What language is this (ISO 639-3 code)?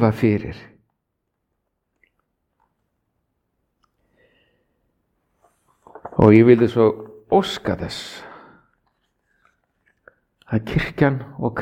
isl